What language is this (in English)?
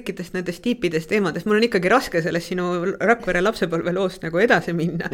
Estonian